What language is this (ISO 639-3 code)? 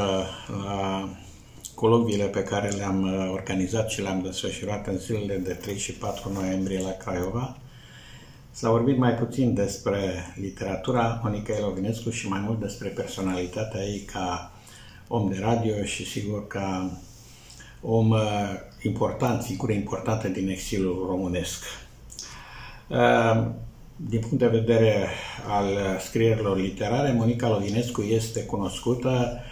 ron